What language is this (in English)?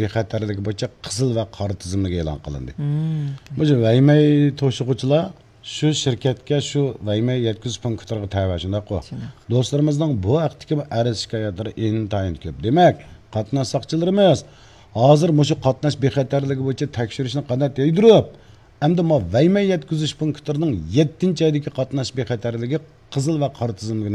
Uyghur